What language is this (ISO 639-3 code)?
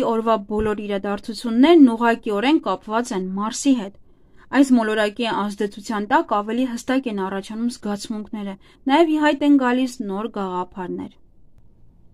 hye